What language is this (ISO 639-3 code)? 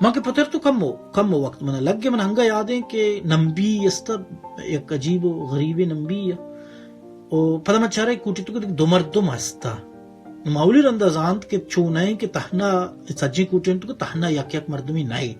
bal